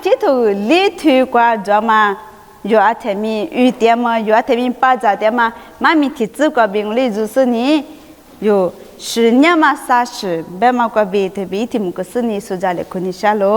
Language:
Lisu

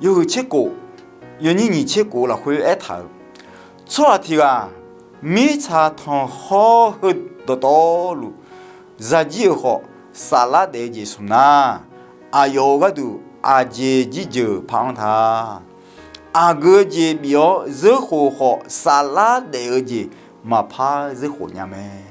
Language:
Akha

